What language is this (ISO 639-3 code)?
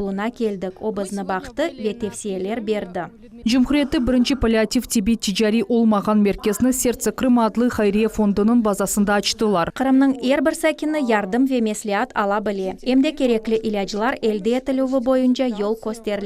crh